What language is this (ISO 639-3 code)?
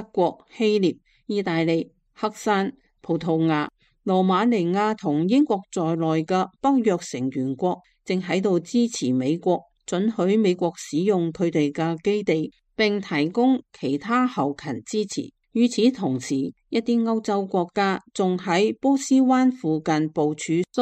yue